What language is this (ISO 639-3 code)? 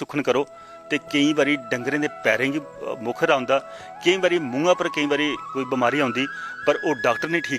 doi